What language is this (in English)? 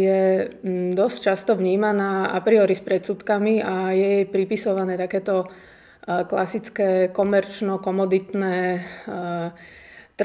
Slovak